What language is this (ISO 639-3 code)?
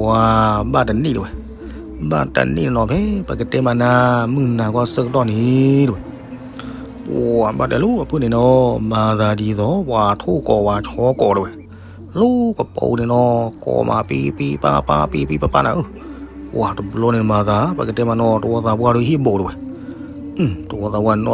ksw